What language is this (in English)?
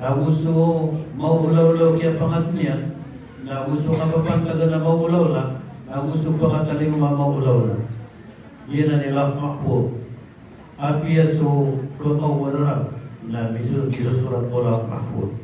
Maranao